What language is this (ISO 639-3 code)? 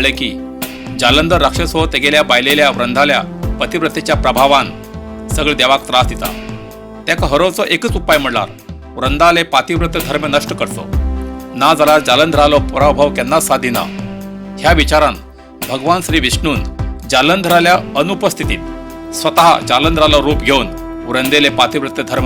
kok